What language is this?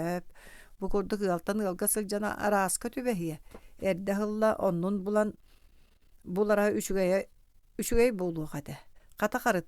Yakut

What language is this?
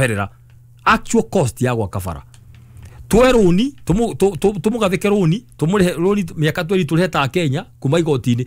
Kikuyu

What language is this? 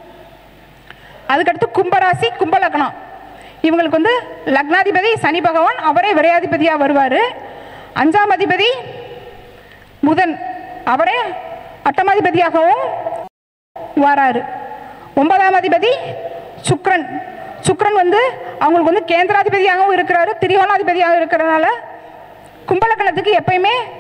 Tamil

